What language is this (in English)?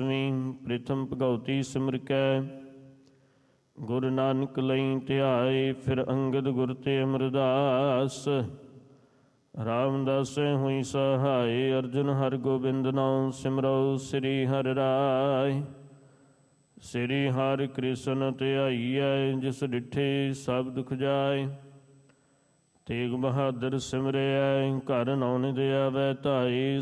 Punjabi